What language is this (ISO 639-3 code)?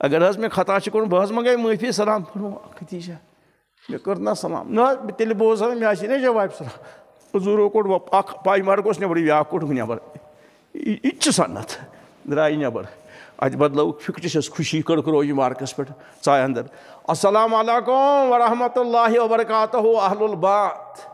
kas